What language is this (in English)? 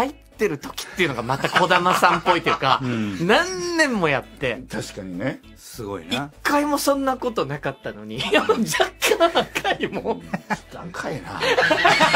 Japanese